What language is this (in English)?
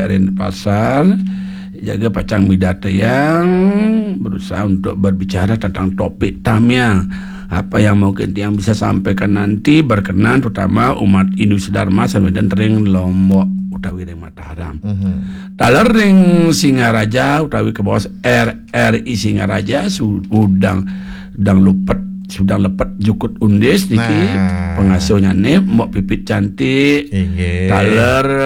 Balinese